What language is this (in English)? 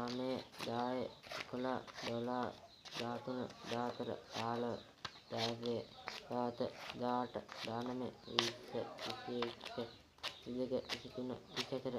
Sinhala